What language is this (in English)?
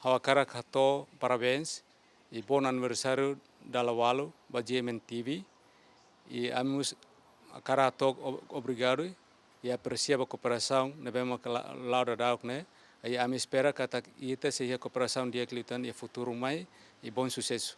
Tetum